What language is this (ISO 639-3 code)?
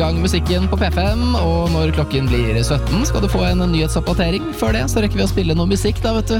nor